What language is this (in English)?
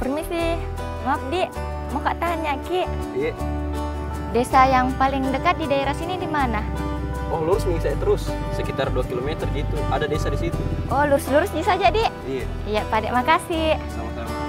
Makassar Malay